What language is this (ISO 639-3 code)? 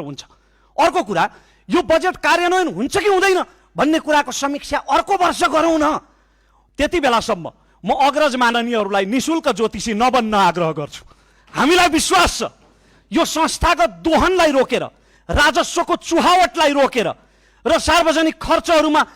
nep